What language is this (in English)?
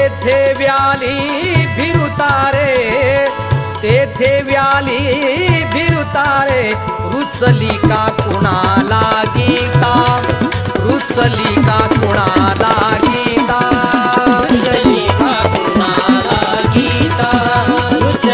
Marathi